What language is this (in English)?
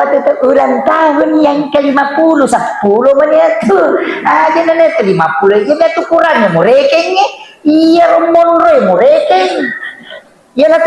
Buginese